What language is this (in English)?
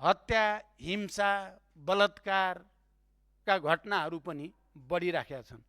Nepali